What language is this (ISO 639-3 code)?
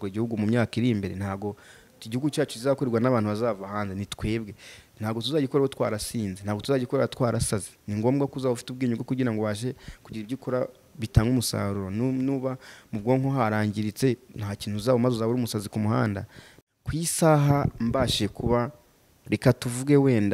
kin